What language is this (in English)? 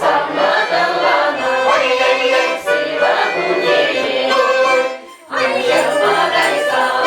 Chuvash